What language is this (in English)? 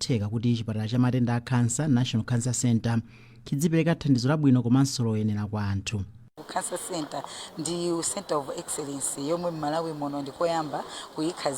Nyanja